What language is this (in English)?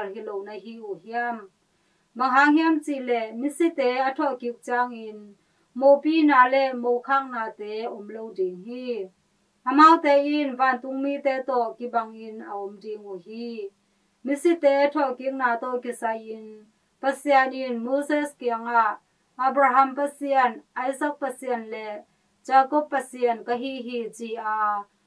Tedim Chin